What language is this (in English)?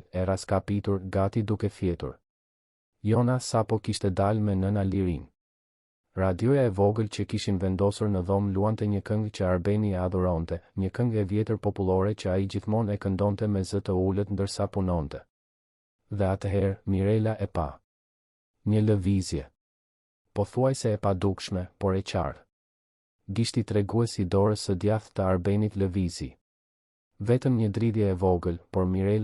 Albanian